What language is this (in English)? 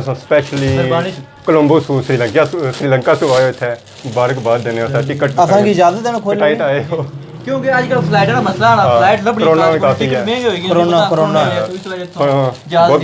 Pahari-Potwari